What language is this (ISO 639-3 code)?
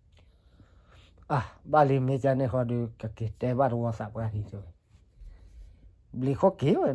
ksw